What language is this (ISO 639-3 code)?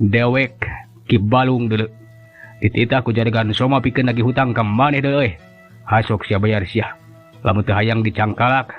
sun